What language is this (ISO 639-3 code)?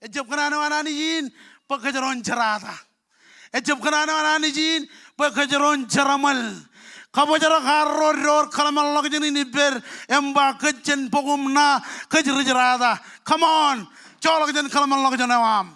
mah